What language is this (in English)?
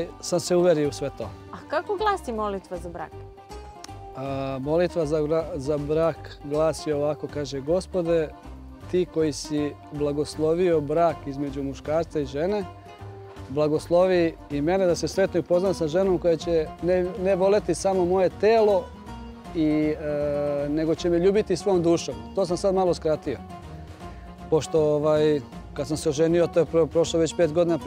Serbian